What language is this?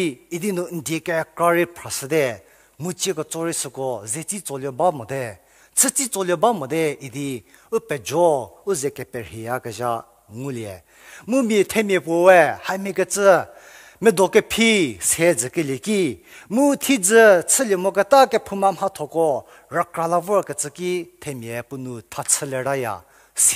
Angami Naga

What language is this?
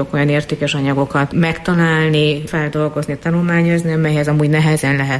Hungarian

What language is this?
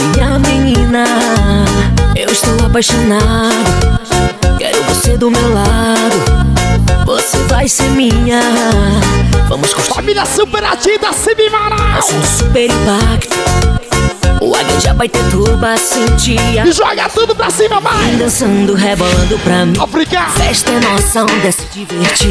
Portuguese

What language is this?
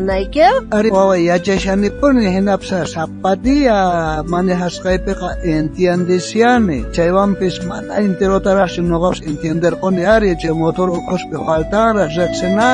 South Bolivian Quechua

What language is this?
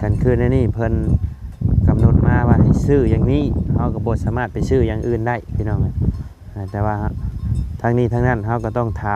Lao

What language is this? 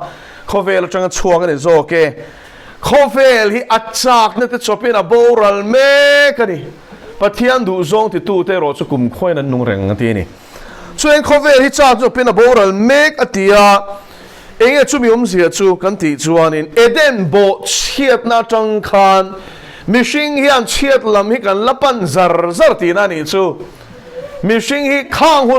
Mizo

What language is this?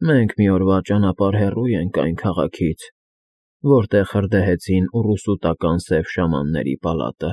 Armenian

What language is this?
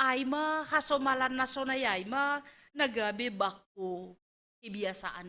Batak Simalungun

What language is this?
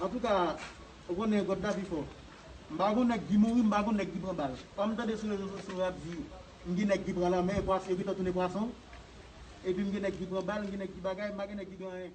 Haitian Creole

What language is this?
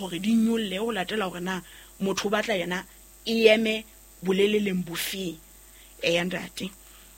Southern Sotho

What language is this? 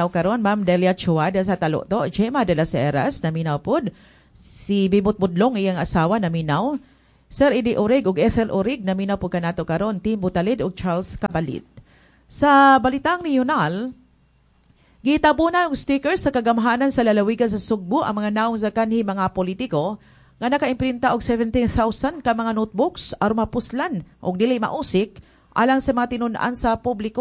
Cebuano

